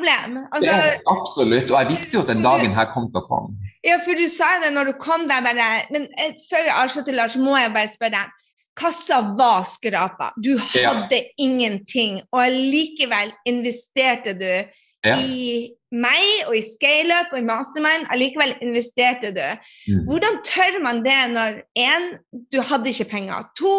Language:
Norwegian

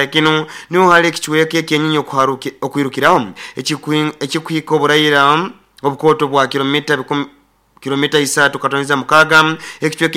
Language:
Nyoro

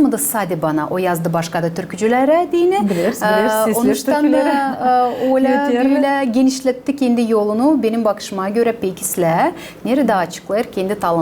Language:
Gagauz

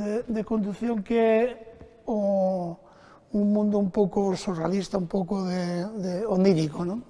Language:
Galician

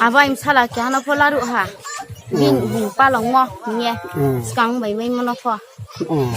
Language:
Riang (India)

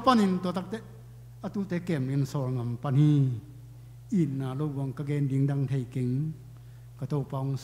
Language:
Tedim Chin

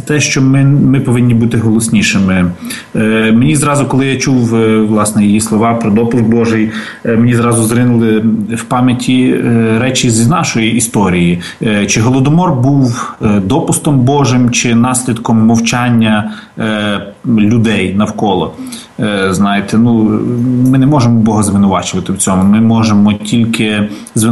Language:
Ukrainian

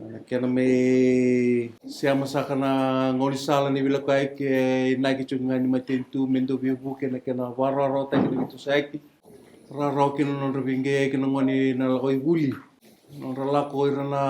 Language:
Fijian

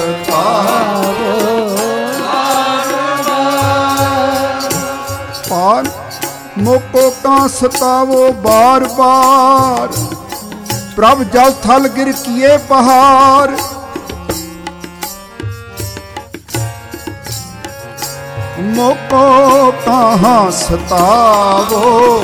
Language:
Punjabi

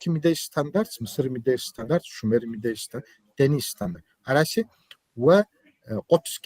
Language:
Kabardian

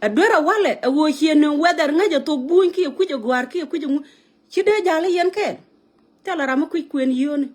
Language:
Nuer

